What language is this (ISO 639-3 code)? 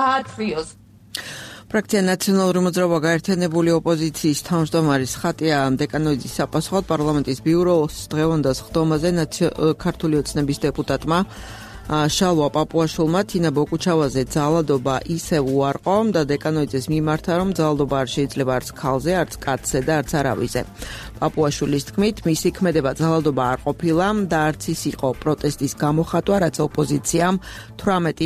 kat